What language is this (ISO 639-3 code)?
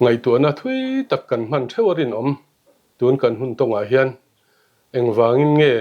lus